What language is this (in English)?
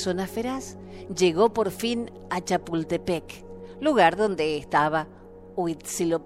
Spanish